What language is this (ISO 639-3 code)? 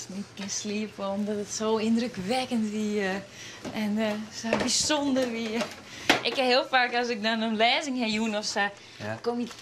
fry